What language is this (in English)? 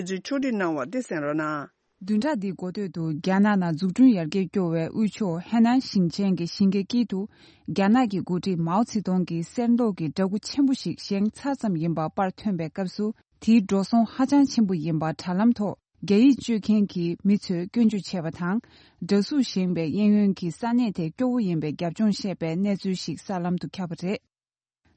Tibetan